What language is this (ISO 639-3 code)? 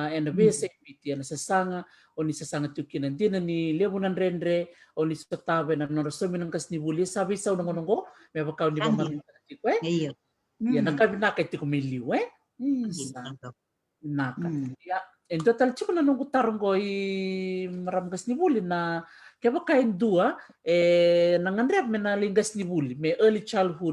fij